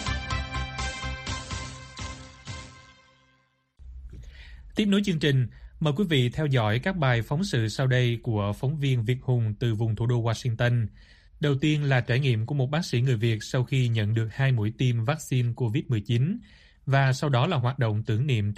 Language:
Vietnamese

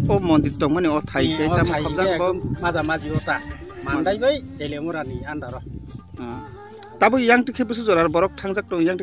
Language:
Kok Borok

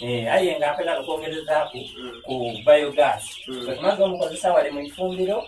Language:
Soga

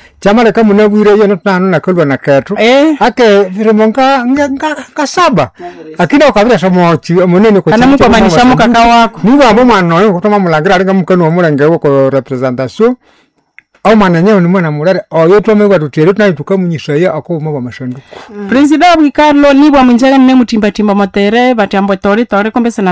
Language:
Nande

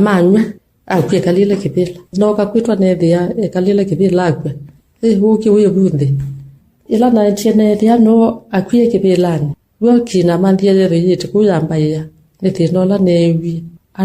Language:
Kamba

